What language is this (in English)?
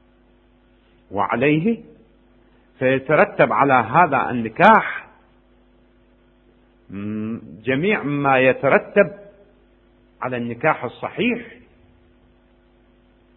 Arabic